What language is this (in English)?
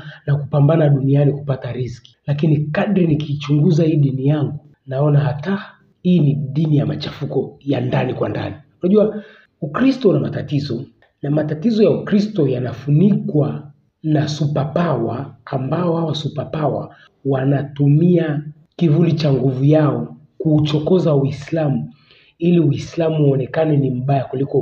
Swahili